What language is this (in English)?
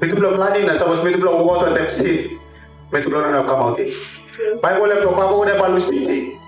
Tok Pisin